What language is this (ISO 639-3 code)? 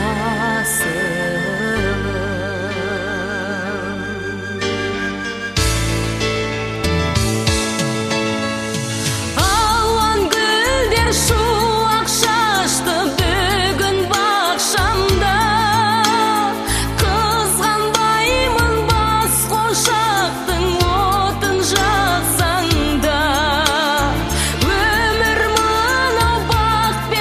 kaz